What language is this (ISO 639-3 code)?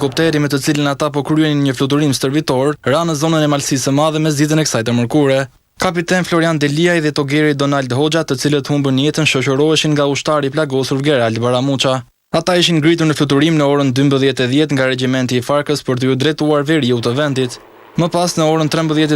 sqi